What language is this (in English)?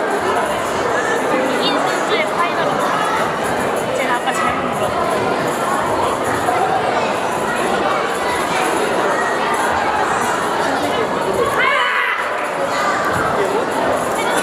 Korean